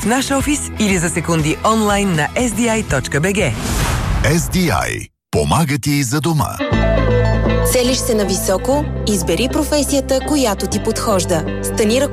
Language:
Bulgarian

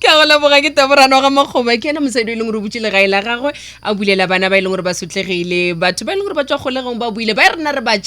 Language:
Northern Sotho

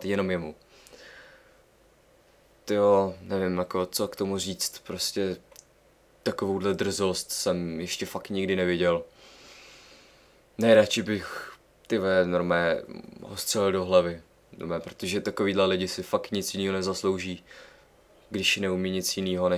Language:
Czech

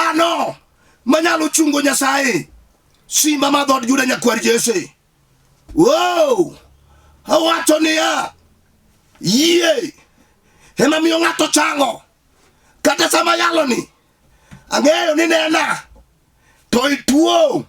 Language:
Luo (Kenya and Tanzania)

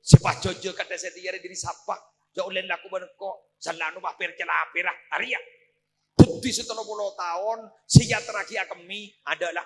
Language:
Madurese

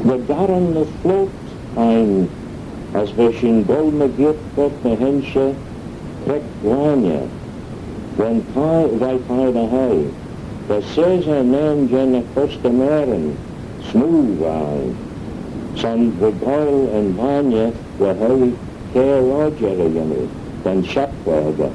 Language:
Manx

